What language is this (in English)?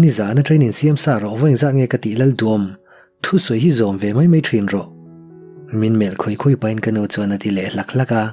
Mizo